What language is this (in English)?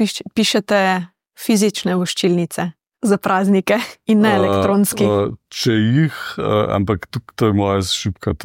Slovenian